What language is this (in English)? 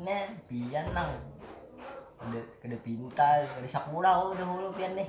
Banjar